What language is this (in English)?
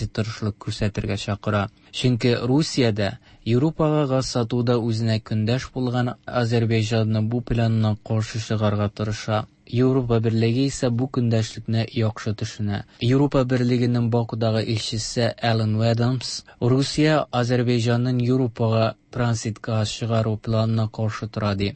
Tatar